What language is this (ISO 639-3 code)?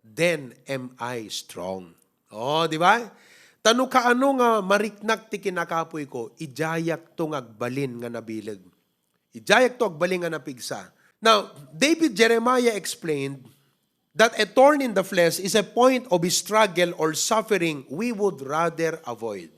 ilo